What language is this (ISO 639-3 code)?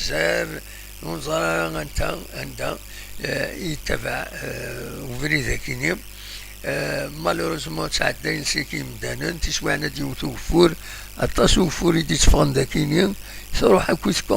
kab